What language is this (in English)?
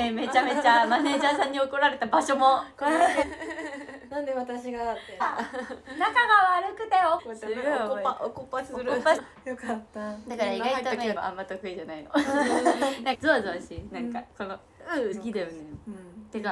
Japanese